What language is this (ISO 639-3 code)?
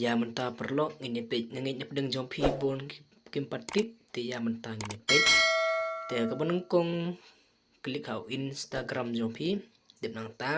kha